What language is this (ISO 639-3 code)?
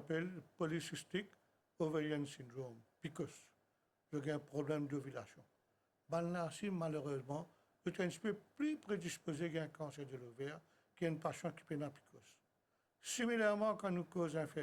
mfe